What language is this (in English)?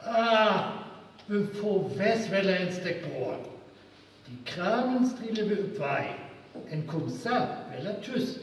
Northern Frisian